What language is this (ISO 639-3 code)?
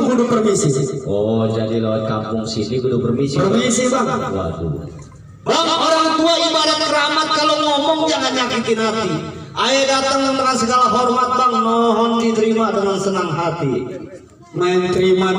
bew